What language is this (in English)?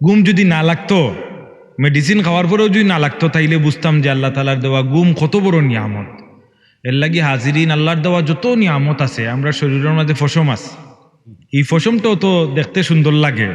Sylheti